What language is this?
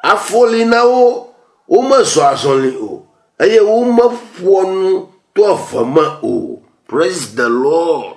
Ewe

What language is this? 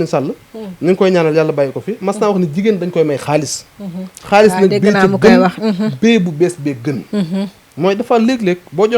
Wolof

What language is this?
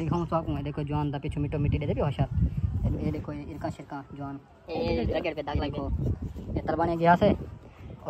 Saraiki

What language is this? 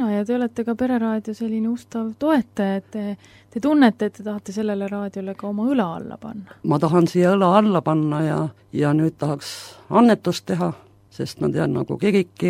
Estonian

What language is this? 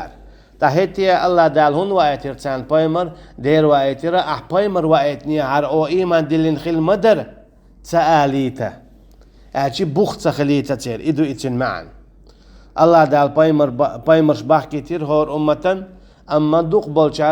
Chechen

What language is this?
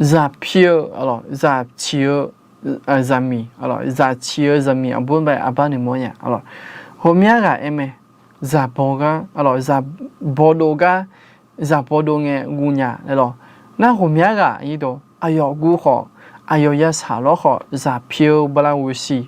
Akha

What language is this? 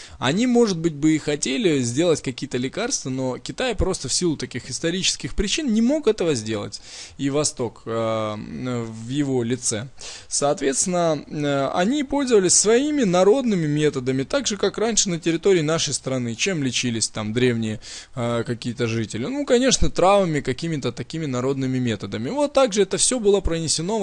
Russian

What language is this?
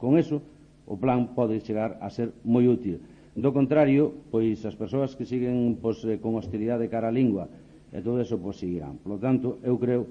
Galician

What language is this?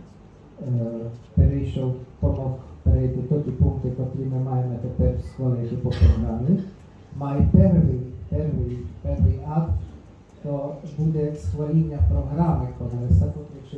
Rusyn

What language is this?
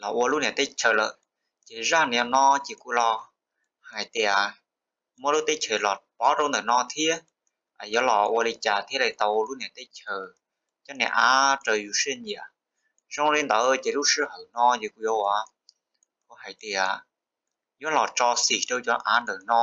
Hmong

